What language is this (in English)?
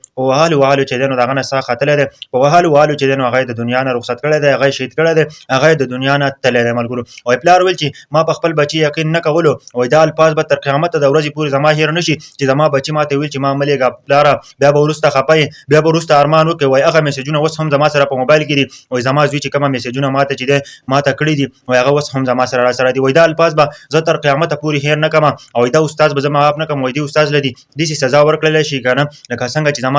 Pashto